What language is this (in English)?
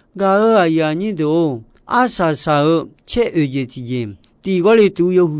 Akha